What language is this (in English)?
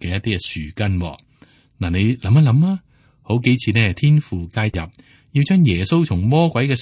Cantonese